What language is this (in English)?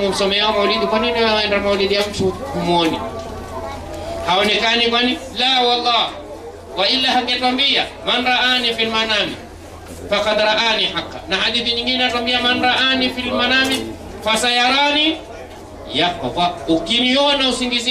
Swahili